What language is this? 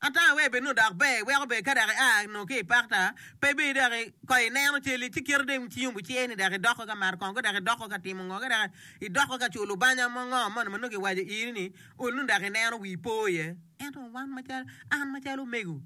Acoli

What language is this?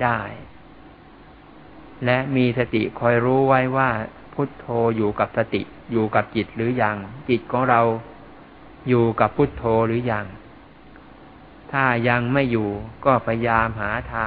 Thai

